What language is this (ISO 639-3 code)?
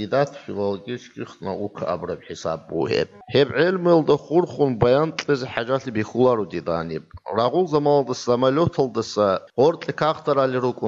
ava